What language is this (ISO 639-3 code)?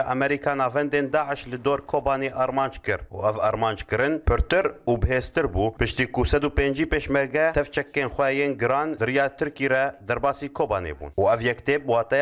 kur